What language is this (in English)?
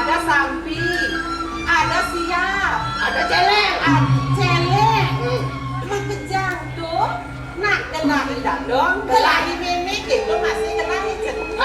Balinese